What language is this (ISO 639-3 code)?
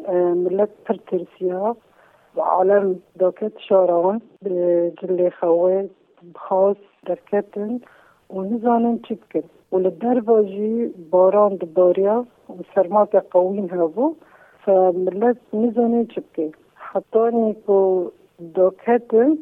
kur